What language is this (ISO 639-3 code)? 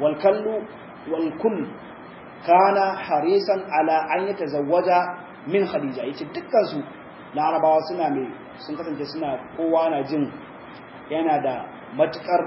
hau